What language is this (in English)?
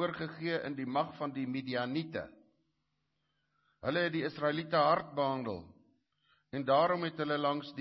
Afrikaans